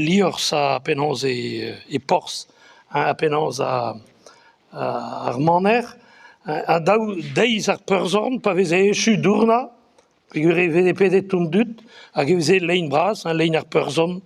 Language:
Breton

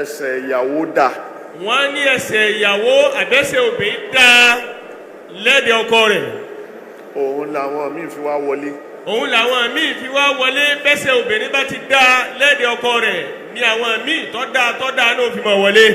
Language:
Yoruba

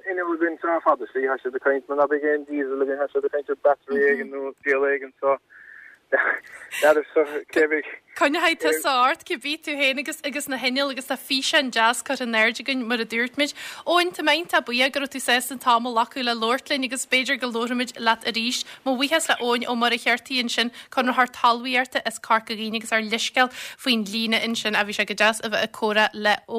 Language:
Irish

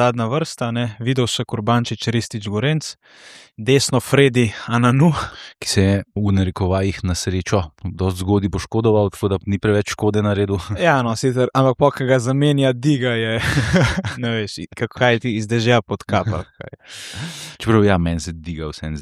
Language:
Slovenian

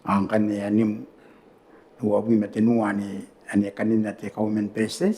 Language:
Gilbertese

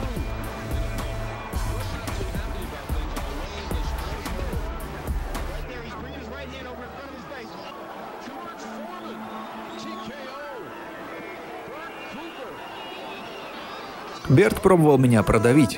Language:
Russian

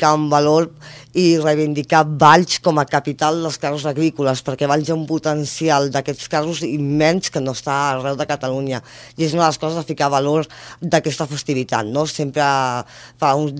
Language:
Catalan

